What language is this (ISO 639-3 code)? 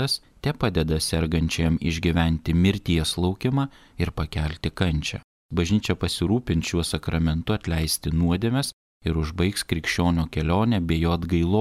lit